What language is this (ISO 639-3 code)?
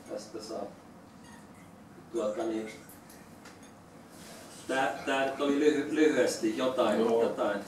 fin